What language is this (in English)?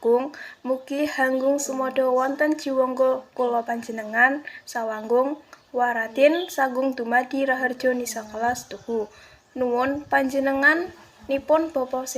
Javanese